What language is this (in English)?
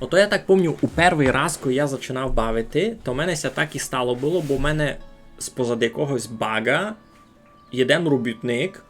Rusyn